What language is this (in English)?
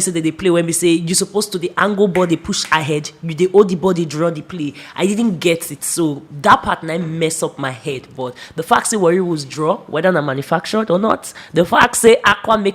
Nigerian Pidgin